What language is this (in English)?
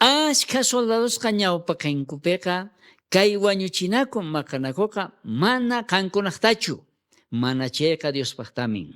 South Bolivian Quechua